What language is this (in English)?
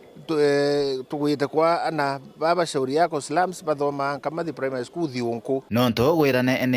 Meru